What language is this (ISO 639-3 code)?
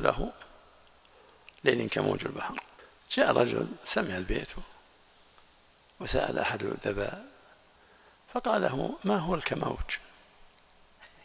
ara